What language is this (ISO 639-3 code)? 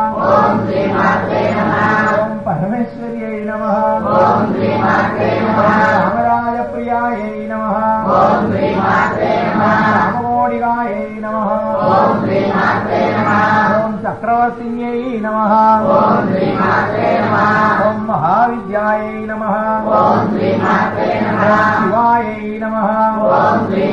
san